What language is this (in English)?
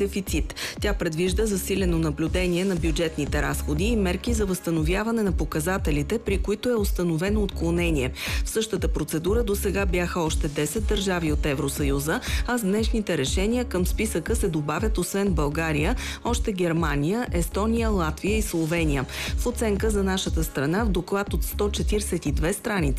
Bulgarian